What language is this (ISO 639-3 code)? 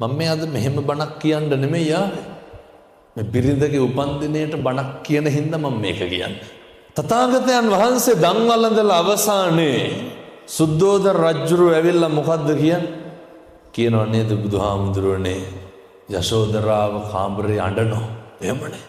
sin